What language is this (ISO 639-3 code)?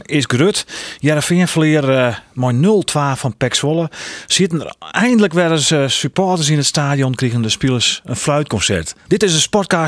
fry